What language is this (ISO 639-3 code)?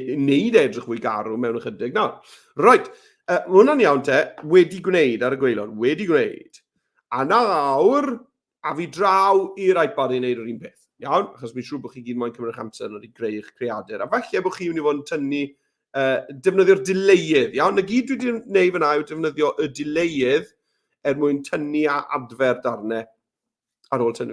cym